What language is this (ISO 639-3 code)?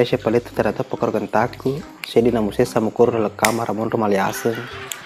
bug